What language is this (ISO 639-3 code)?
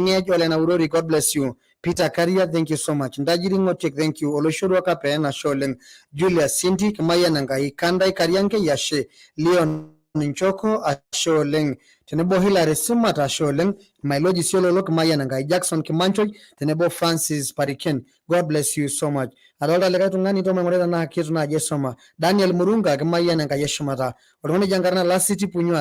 mas